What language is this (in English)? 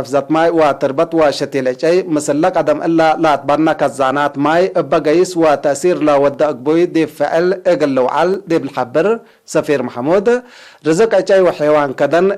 Tigre